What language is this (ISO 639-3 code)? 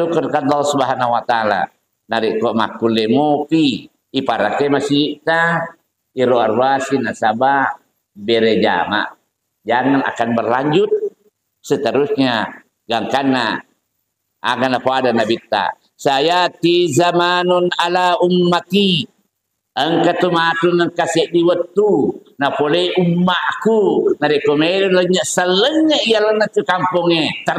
bug